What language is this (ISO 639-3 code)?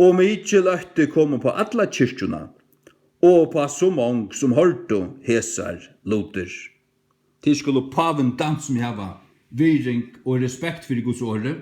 fao